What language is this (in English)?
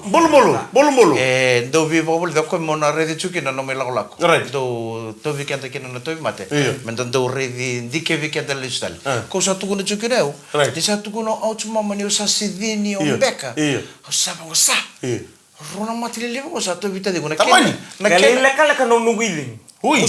Fijian